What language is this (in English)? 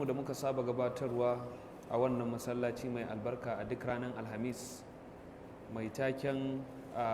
Hausa